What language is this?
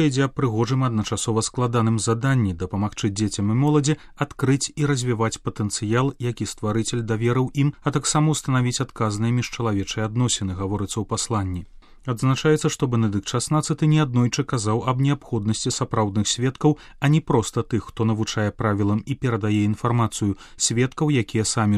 Belarusian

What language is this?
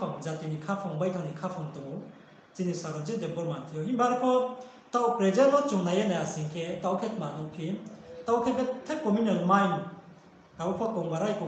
Riang (India)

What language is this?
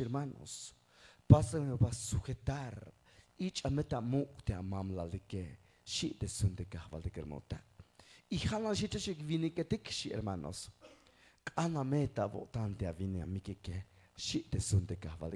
Tzeltal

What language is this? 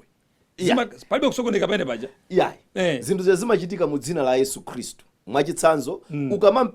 Nyanja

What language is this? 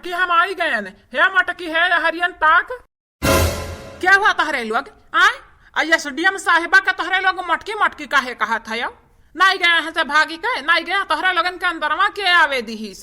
Awadhi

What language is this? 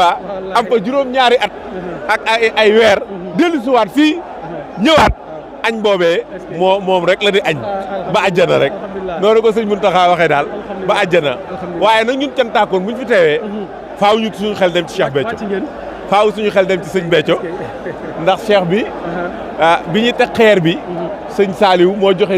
Wolof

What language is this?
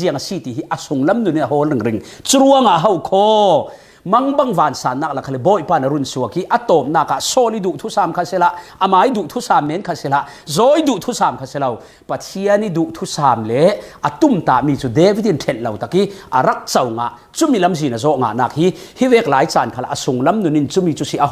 Falam Chin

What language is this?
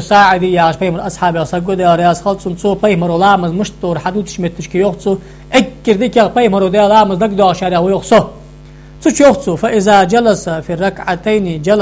Ingush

